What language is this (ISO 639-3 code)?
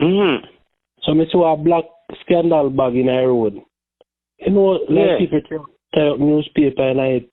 jam